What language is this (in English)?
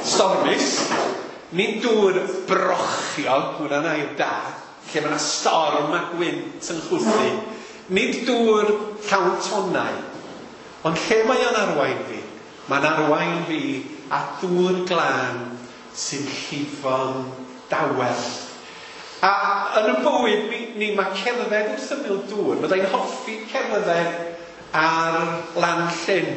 Welsh